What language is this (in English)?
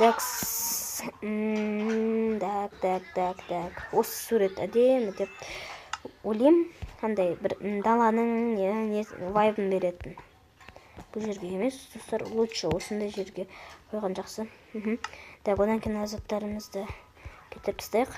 Kazakh